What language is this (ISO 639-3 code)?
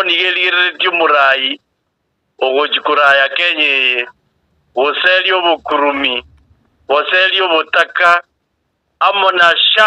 guz